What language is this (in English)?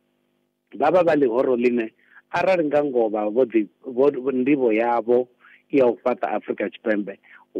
Venda